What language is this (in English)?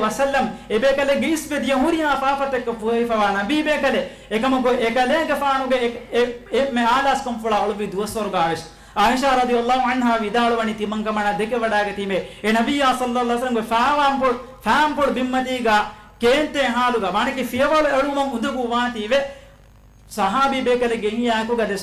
Divehi